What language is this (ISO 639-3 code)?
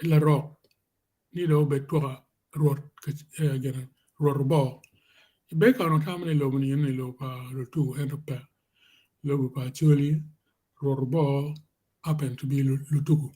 ach